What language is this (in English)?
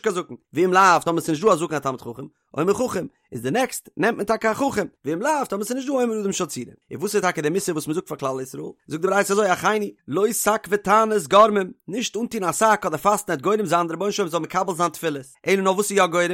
Yiddish